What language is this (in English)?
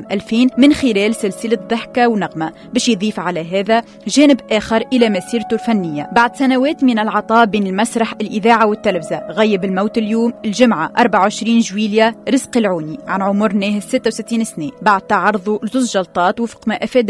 Tunisian Arabic